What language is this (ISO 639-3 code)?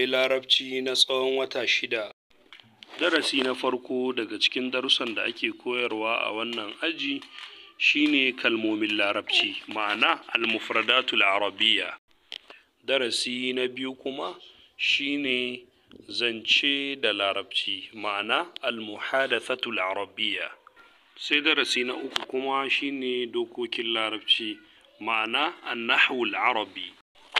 hau